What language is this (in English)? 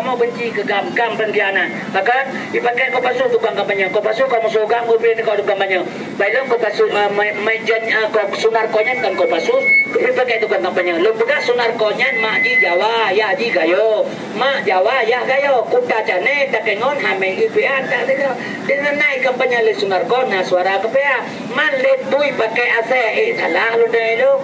Achinese